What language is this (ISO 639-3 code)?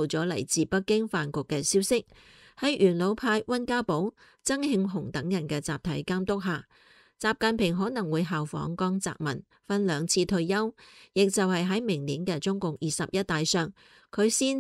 yue